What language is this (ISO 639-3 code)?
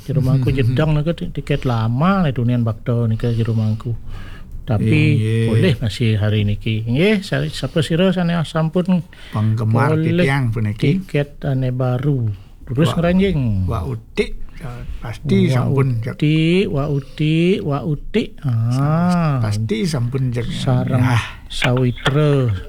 ban